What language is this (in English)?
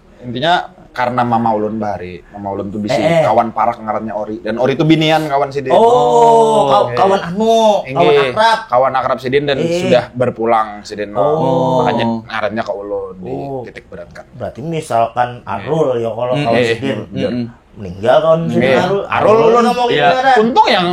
Banjar